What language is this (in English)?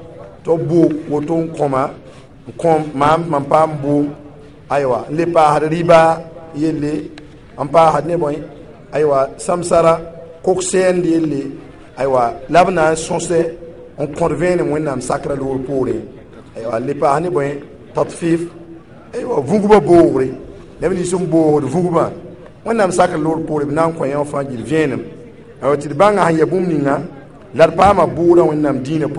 Mossi